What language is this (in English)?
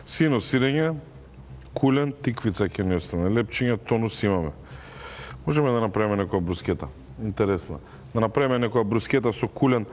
Macedonian